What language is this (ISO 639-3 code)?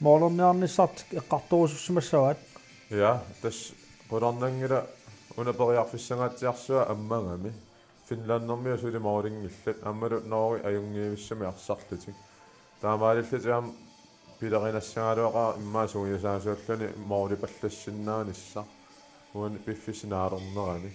kal